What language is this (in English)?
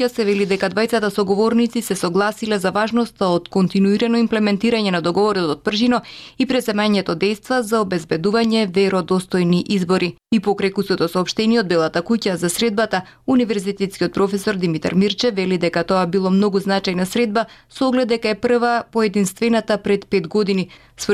Macedonian